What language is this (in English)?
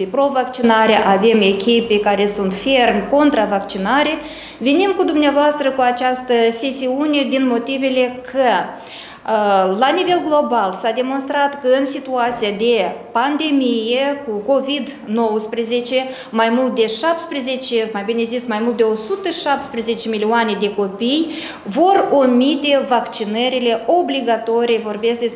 Romanian